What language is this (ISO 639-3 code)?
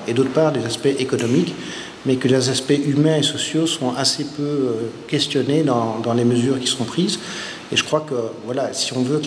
fra